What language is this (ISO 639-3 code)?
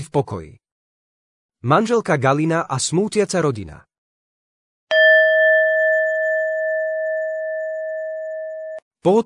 slk